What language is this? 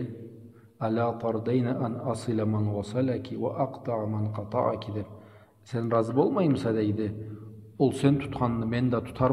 Karachay-Balkar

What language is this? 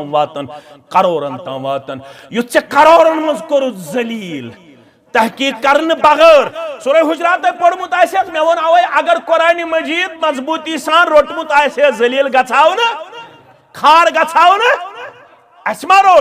Kashmiri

